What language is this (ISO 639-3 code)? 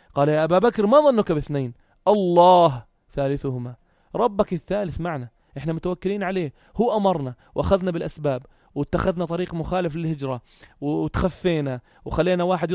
apc